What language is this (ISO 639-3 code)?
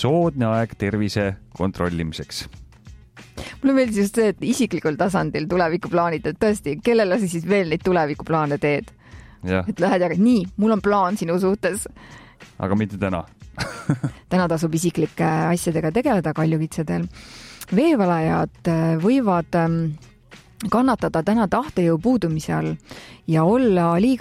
est